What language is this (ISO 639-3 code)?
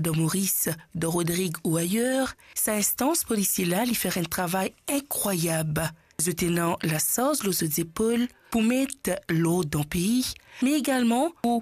mfe